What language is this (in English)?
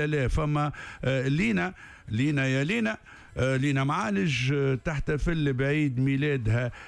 Tunisian Arabic